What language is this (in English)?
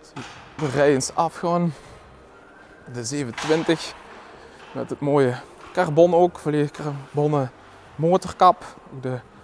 Dutch